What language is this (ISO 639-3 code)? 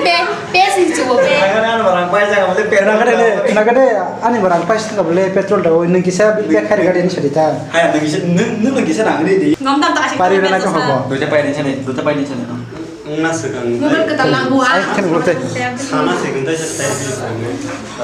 trp